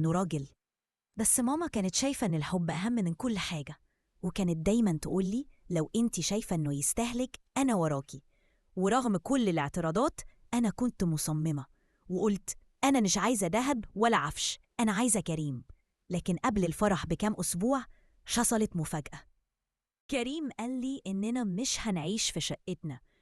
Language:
Egyptian Arabic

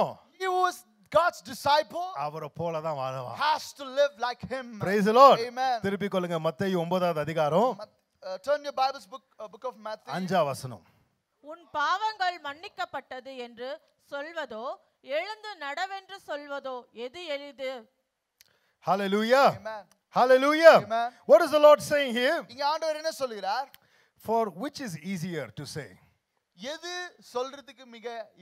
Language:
Tamil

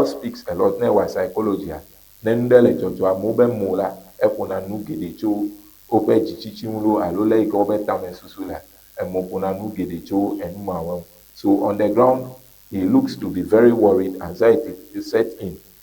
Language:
Ewe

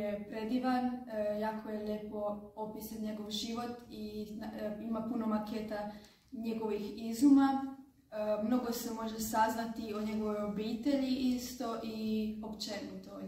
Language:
Croatian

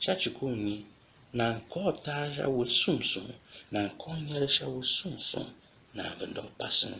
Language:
Tiv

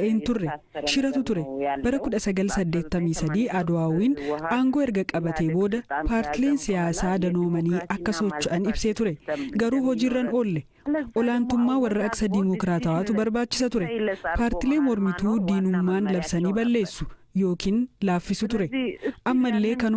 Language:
Oromo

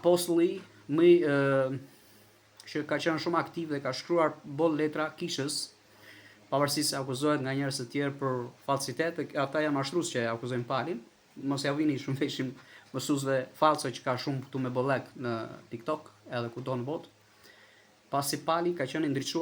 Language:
Albanian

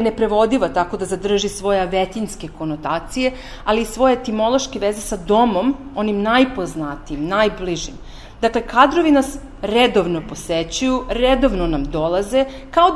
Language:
Serbian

